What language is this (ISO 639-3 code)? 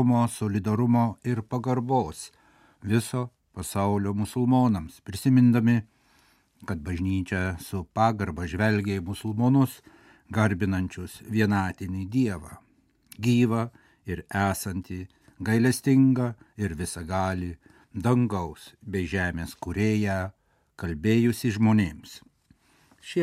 lit